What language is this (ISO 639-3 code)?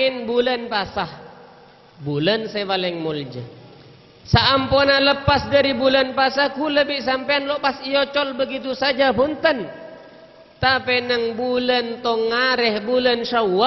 mad